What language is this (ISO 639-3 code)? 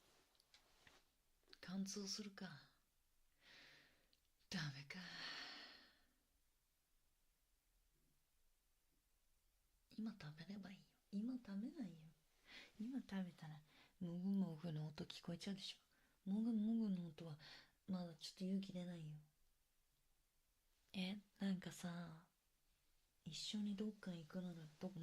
jpn